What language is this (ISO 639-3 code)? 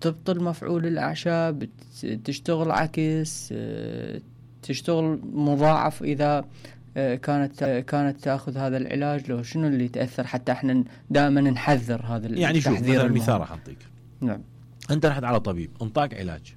acm